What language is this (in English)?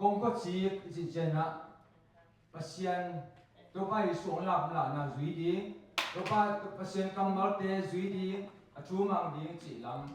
Tedim Chin